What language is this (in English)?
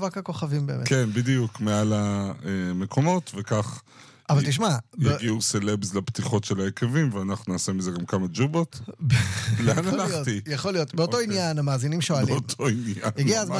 Hebrew